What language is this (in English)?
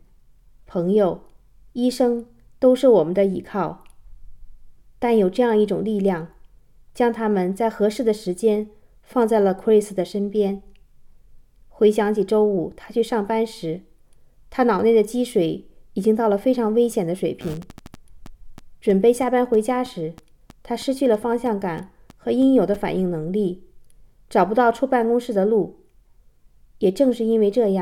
Chinese